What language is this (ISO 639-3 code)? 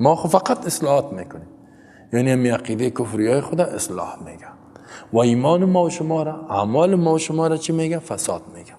fas